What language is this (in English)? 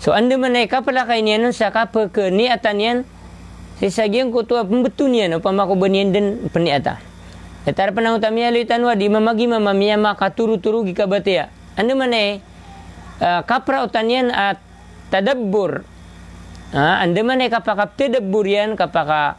Maranao